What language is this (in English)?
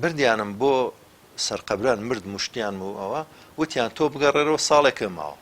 Central Kurdish